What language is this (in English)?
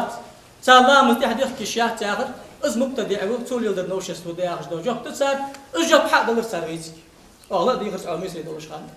Ingush